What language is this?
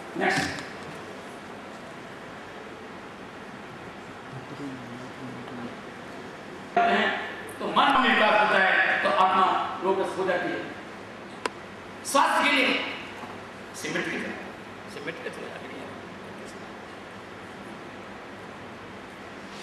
Hindi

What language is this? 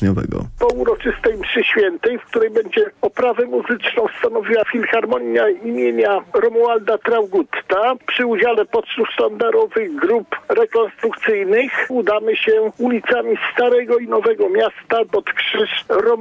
Polish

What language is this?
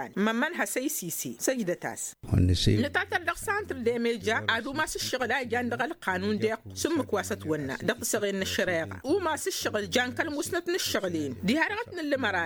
Tamasheq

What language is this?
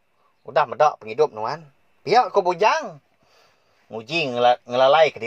Iban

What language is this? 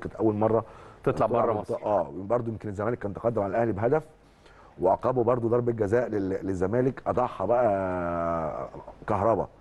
Egyptian Arabic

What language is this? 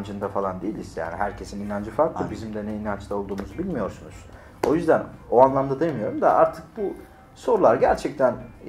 Turkish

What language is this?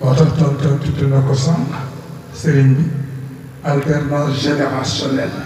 Wolof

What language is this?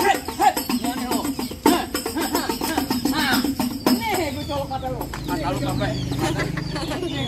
Betawi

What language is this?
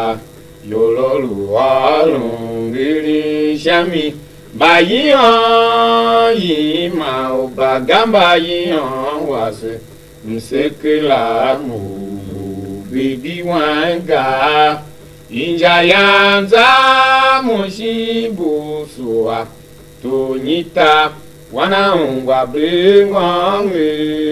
Tiv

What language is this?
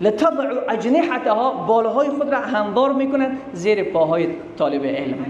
Persian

